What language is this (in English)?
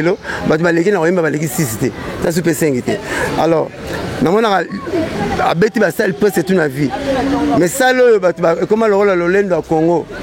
Lingala